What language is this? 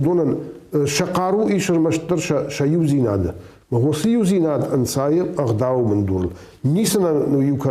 Ossetic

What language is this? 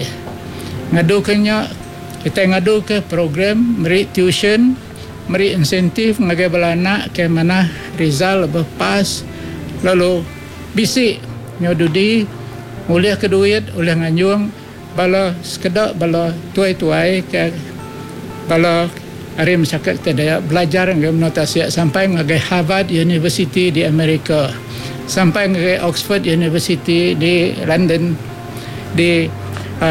Iban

